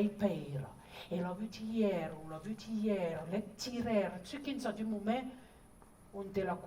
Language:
Occitan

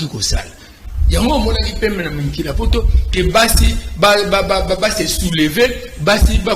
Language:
Lingala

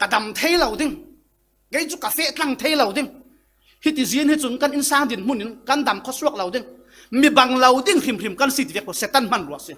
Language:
Falam Chin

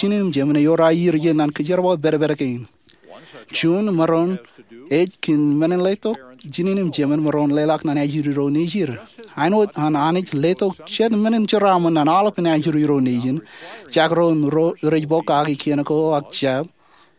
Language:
Marshallese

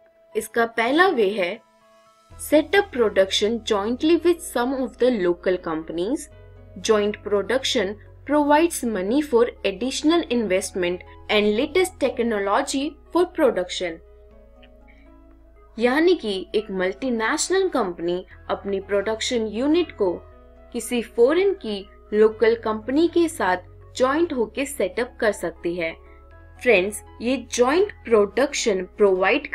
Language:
Hindi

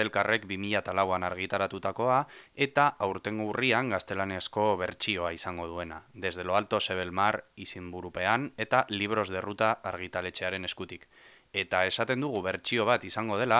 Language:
Basque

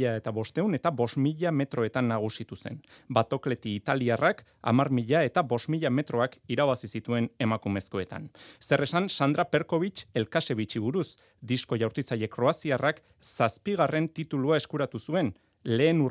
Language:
Basque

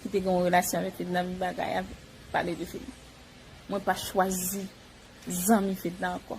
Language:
Haitian Creole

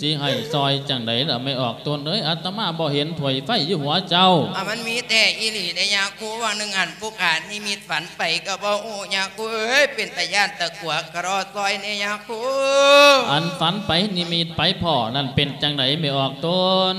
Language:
Lao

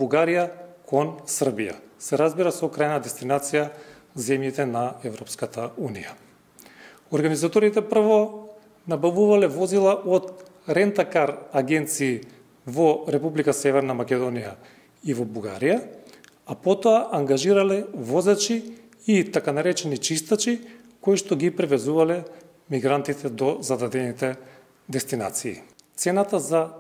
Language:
Macedonian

